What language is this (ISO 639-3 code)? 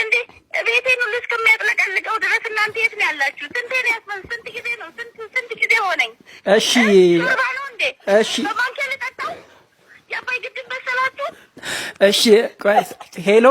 amh